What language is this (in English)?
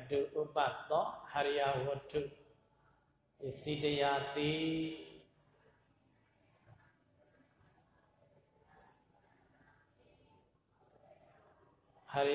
Burmese